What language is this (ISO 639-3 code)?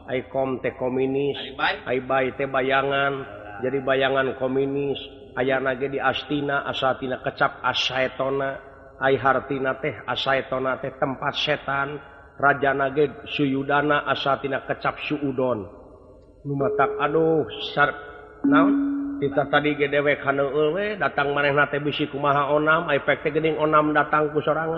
sun